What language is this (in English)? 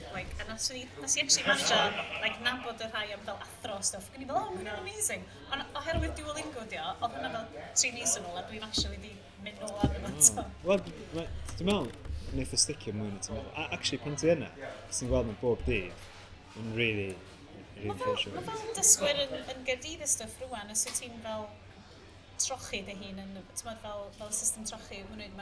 Welsh